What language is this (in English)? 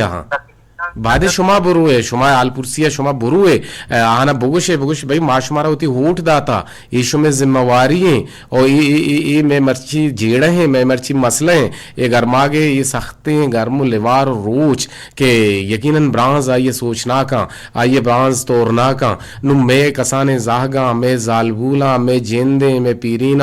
Eastern Balochi